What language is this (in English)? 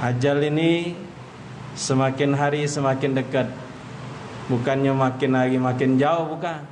Musi